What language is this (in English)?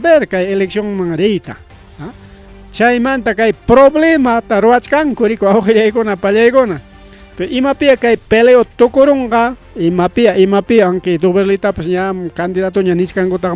Ayacucho Quechua